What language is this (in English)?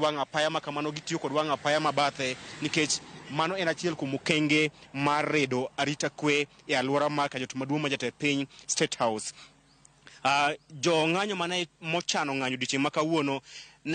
Luo (Kenya and Tanzania)